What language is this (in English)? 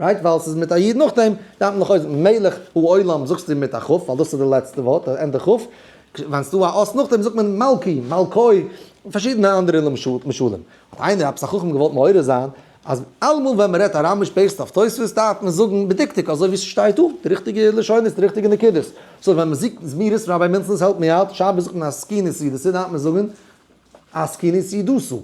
Yiddish